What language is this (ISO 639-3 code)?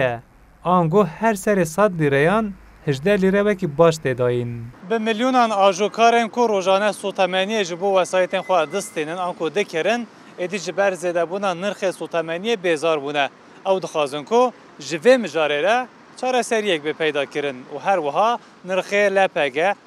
kur